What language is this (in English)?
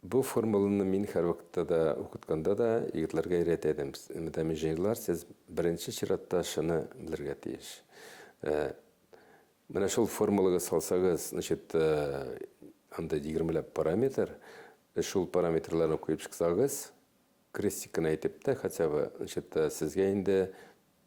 Tatar